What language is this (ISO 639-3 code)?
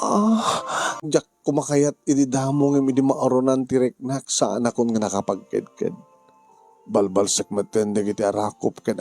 ilo